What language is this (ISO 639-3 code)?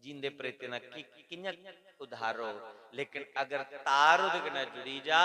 doi